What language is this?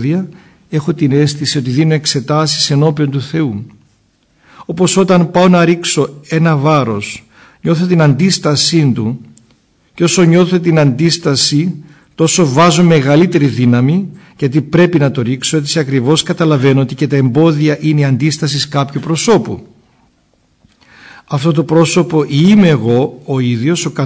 Greek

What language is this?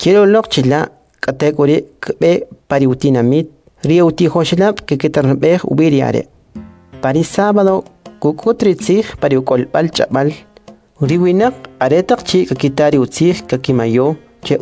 Kʼicheʼ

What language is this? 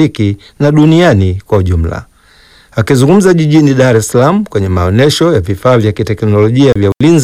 Swahili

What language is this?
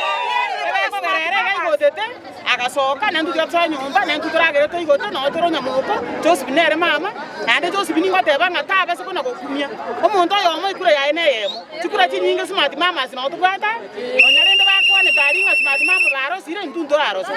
Gusii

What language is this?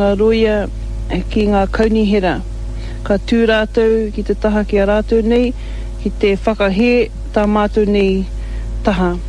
Māori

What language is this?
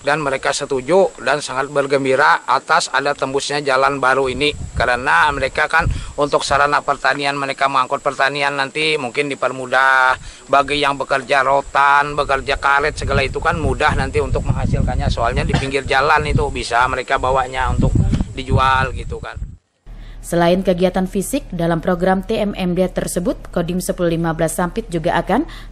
Indonesian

